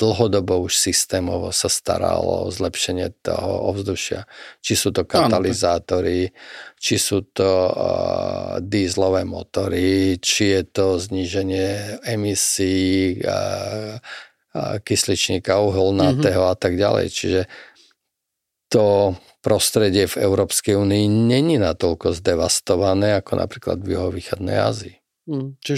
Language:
Slovak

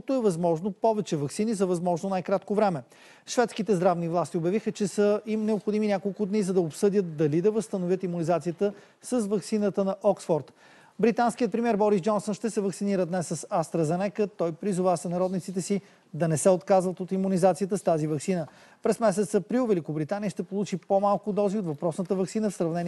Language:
Bulgarian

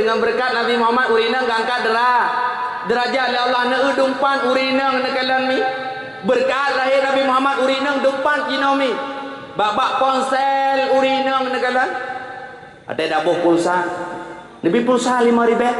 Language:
Achinese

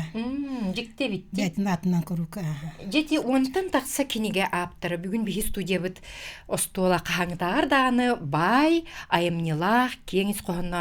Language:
Yakut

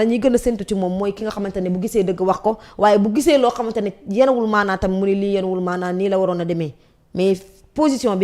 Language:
Wolof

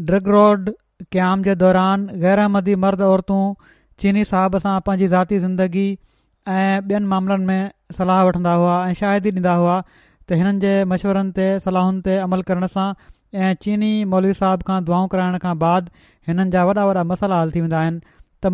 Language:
Sindhi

